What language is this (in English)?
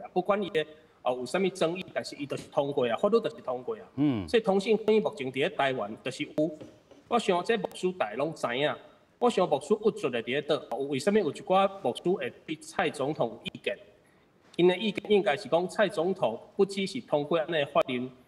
Min Nan Chinese